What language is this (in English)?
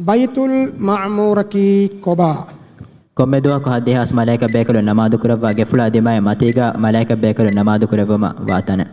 Divehi